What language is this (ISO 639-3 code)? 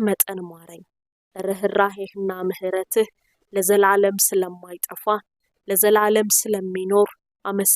amh